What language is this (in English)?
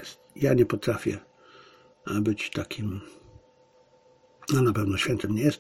Polish